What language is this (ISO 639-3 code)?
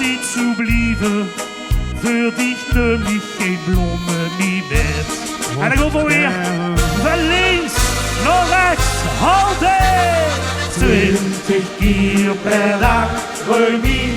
lim